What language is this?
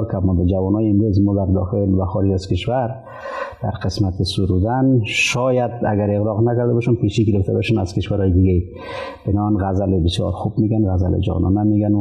Persian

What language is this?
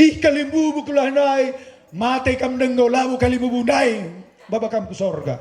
Batak Karo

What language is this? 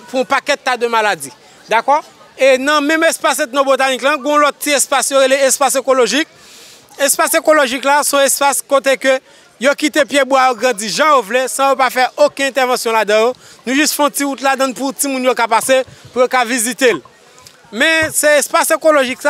Haitian Creole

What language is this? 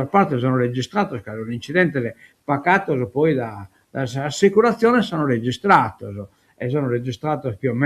Sardinian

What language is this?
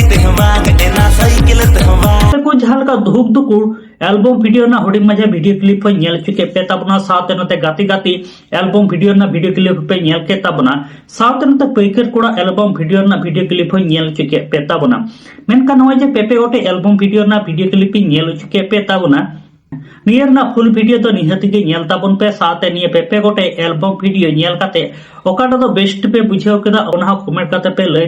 Santali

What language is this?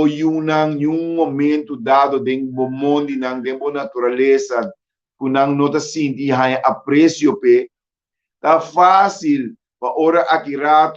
Papiamento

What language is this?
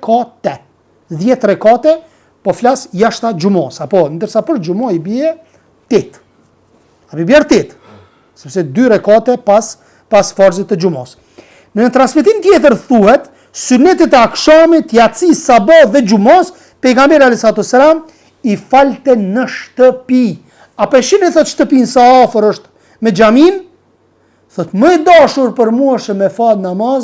Albanian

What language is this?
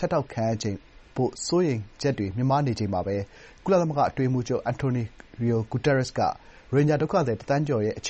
Burmese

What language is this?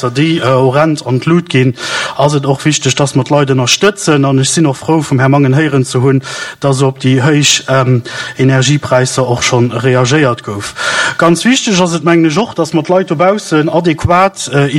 Luxembourgish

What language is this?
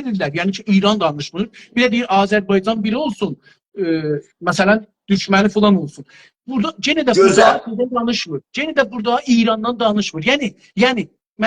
South Azerbaijani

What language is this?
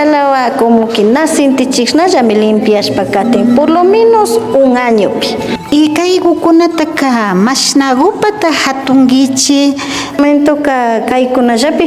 Imbabura Highland Quichua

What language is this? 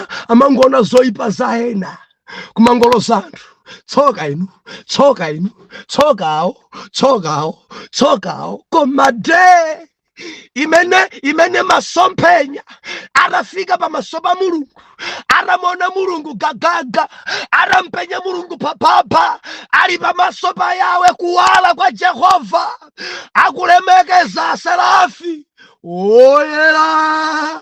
Nyanja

